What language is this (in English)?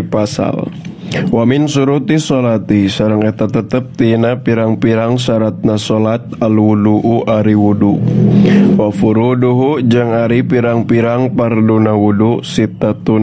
Sundanese